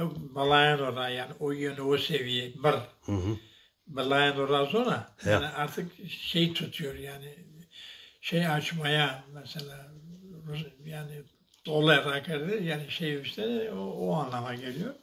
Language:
Zaza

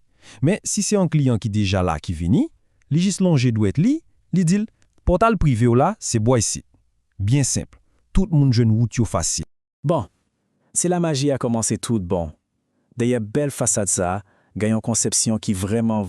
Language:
Haitian Creole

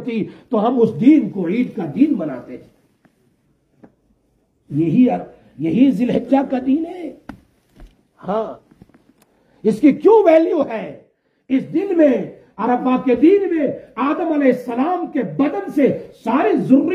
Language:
Urdu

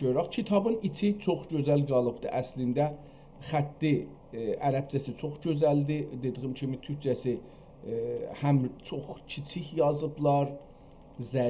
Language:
South Azerbaijani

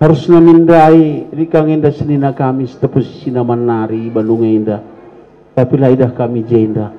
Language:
Batak Karo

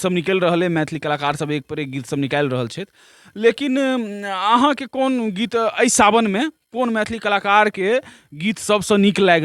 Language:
Maithili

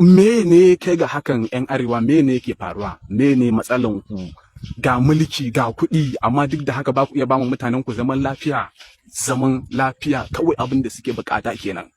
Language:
Hausa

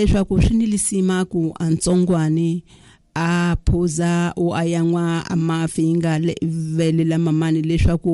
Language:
Tsonga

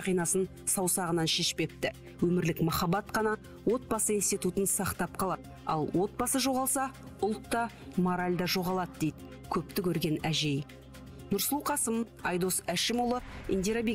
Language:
Kazakh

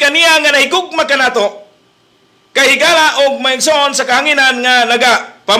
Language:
Cebuano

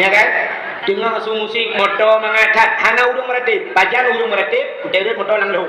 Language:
Achinese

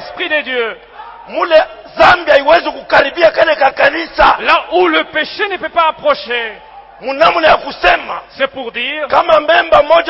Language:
Swahili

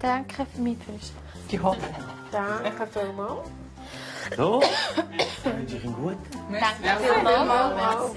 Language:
Swiss German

